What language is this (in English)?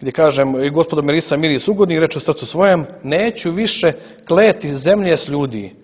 Serbian